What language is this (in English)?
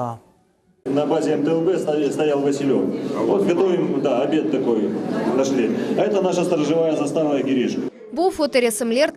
Crimean Tatar